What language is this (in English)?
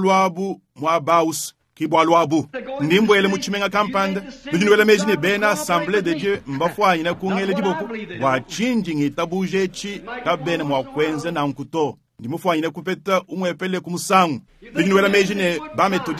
Luba-Lulua